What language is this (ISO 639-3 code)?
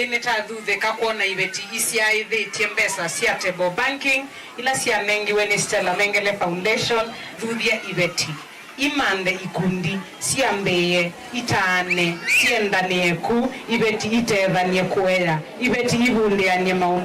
kam